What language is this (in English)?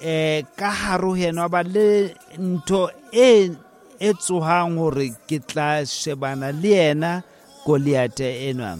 Southern Sotho